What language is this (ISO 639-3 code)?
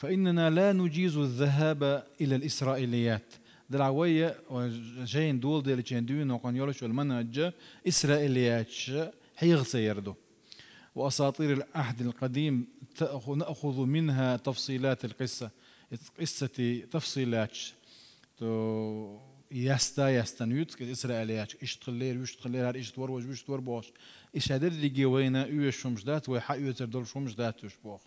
che